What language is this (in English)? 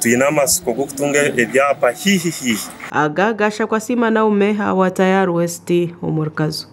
Nyankole